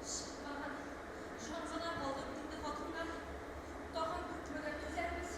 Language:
Tatar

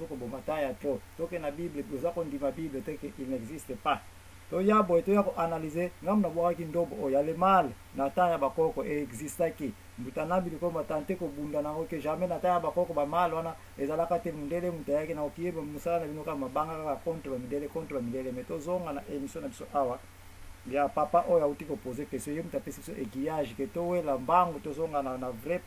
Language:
Lingala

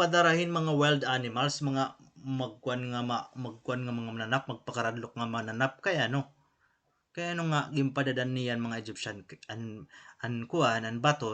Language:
Waray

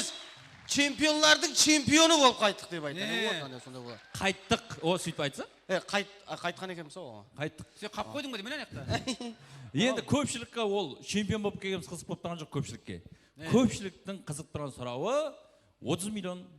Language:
Kara-Kalpak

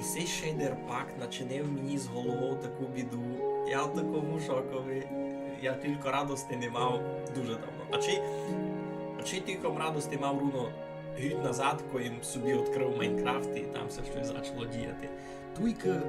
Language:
Rusyn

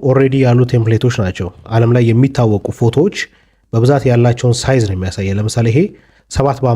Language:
Amharic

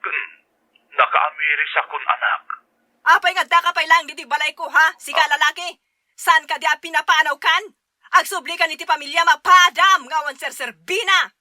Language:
Iloko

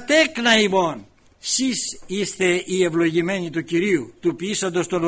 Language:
Greek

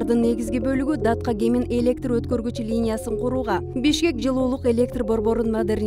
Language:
Kyrgyz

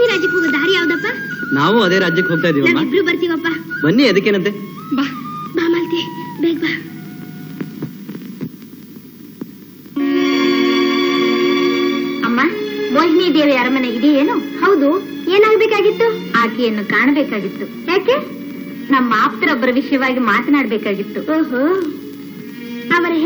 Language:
Kannada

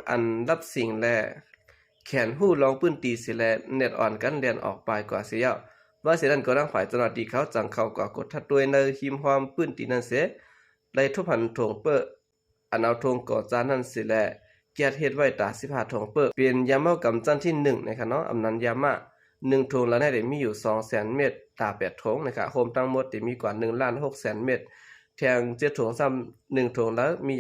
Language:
Shan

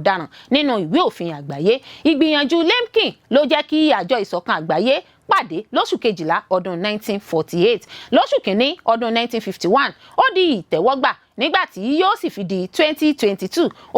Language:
Yoruba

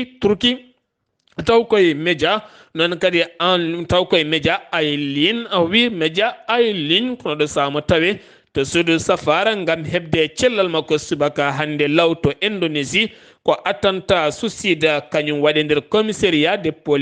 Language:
Fula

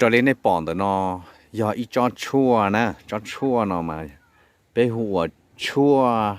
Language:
Hmong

